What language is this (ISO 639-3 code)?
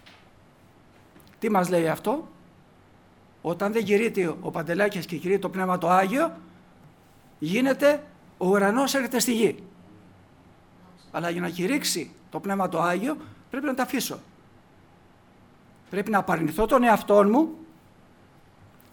ell